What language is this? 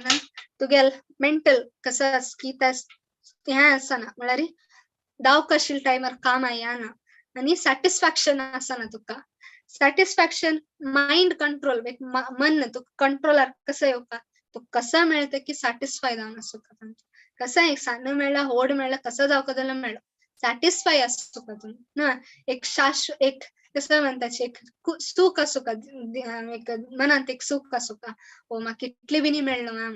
Konkani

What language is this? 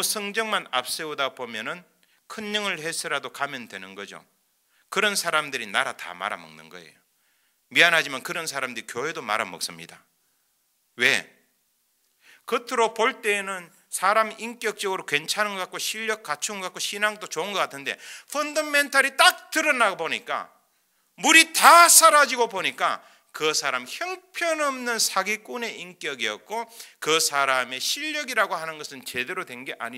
Korean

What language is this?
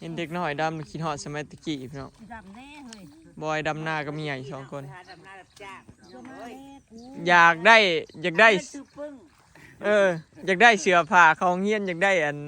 Northeastern Thai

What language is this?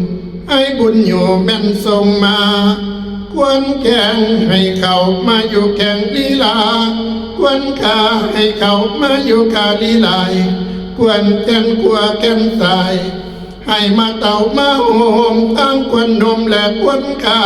Northeastern Thai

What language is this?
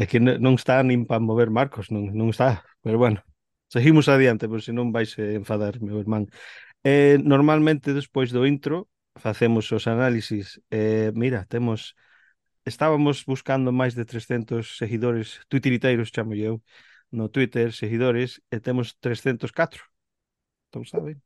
Galician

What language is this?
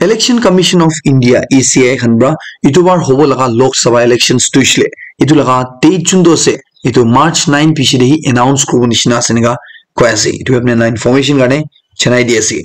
Naga Pidgin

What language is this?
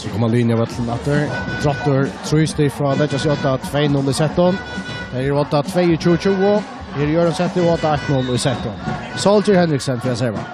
Faroese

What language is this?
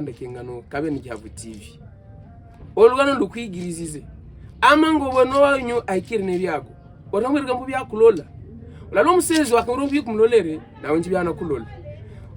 Havu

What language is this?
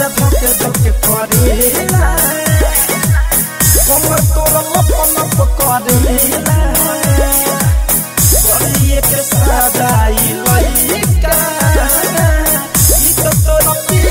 Bhojpuri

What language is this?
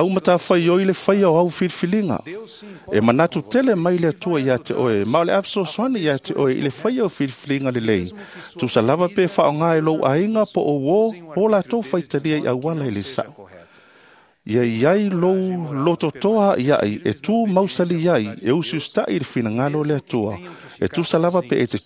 Samoan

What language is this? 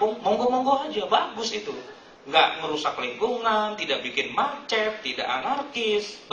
Indonesian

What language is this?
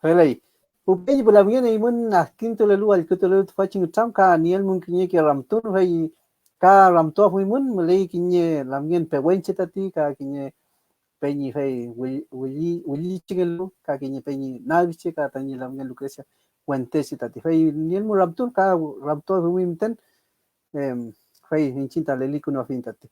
Mapuche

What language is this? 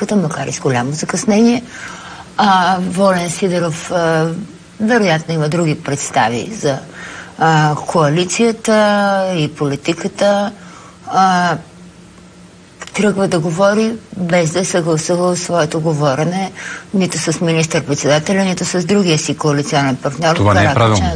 Bulgarian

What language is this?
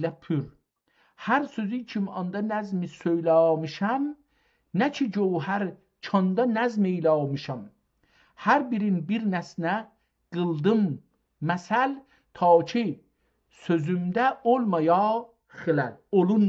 South Azerbaijani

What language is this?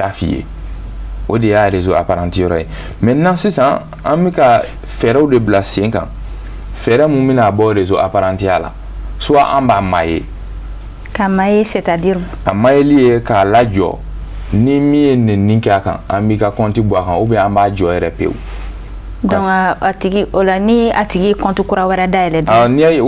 Bambara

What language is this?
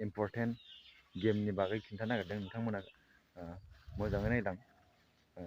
Bodo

